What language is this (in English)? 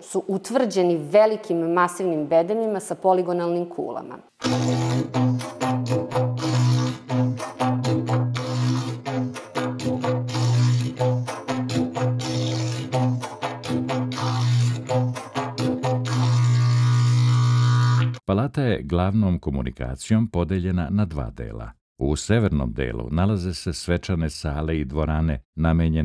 Serbian